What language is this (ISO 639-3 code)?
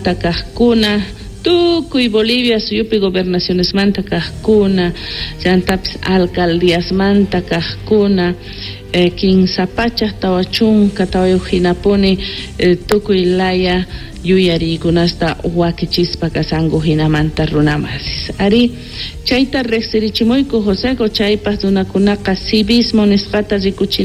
quh